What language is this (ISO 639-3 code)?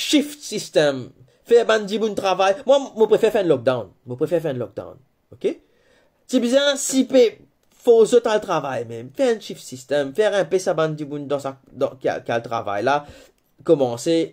mfe